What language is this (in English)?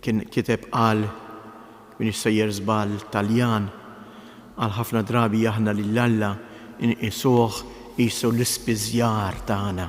Maltese